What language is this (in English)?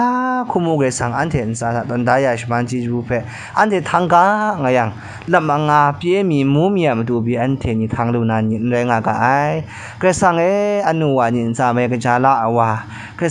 Kachin